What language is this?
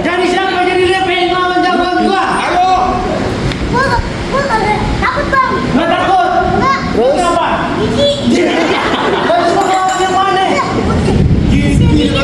Betawi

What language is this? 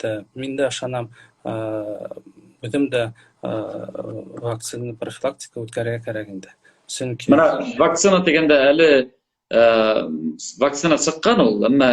Bashkir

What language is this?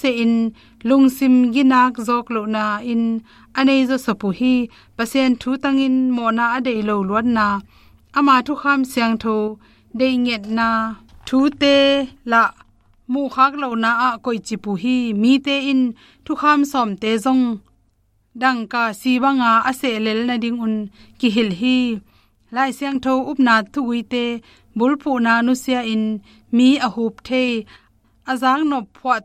Tedim Chin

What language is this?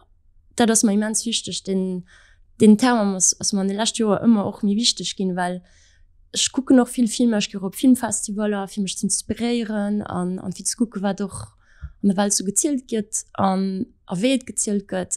Luxembourgish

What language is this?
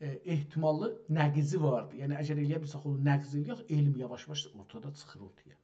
South Azerbaijani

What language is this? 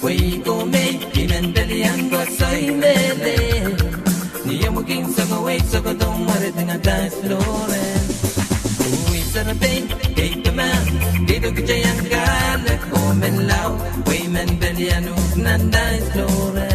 Pohnpeian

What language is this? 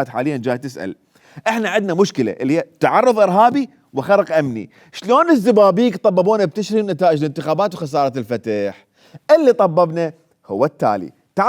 Mesopotamian Arabic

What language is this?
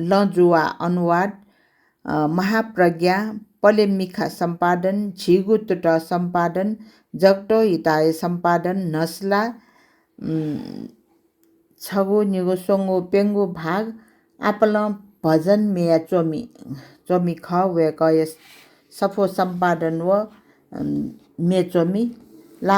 Newari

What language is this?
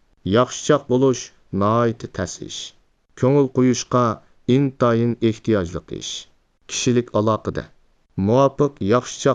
Uyghur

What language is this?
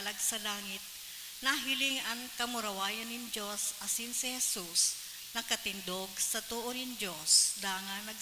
Bikol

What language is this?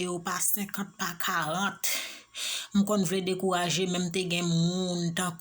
Haitian Creole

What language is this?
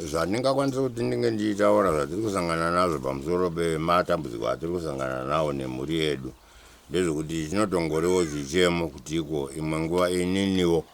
Shona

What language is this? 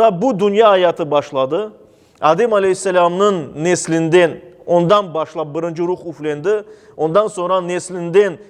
Crimean Tatar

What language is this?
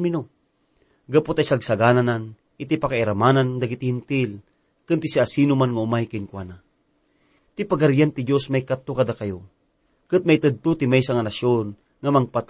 Iloko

